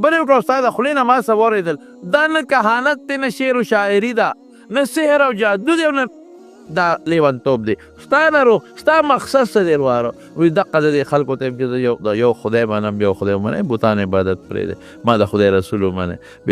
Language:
Pashto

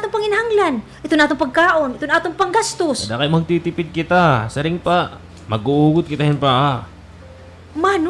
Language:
Waray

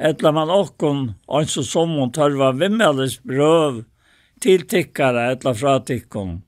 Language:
Faroese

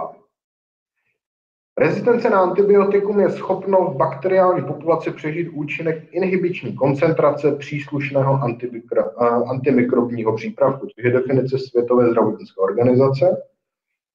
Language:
Czech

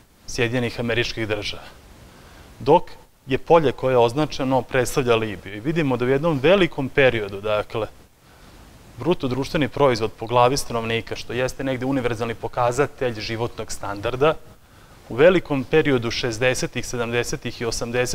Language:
Serbian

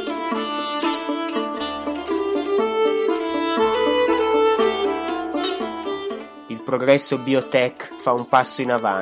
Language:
Italian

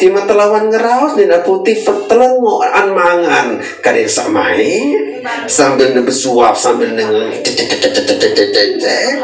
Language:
Sasak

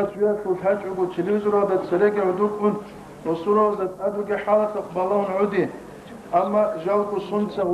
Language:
Avaric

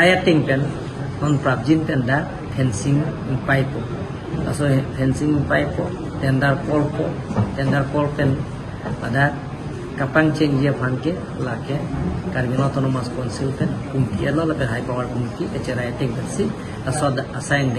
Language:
Karbi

